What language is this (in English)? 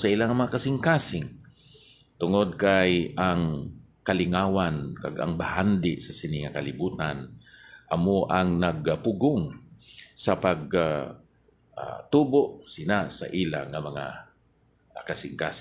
Hiligaynon